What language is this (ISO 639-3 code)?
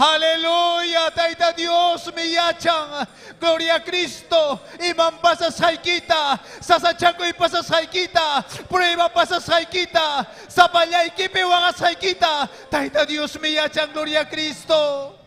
quy